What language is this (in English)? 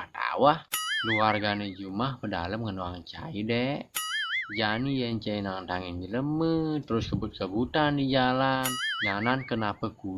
Balinese